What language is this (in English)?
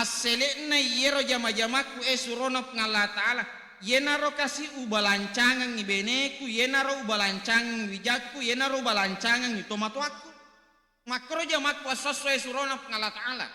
Buginese